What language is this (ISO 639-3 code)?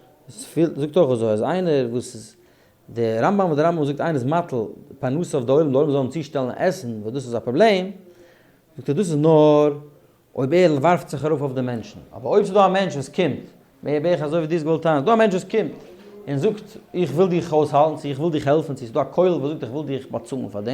yid